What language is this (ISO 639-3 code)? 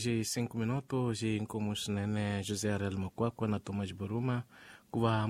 tso